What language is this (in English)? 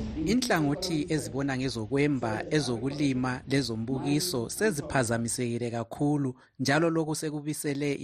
North Ndebele